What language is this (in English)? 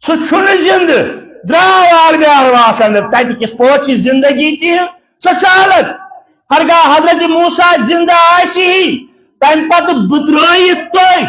Kashmiri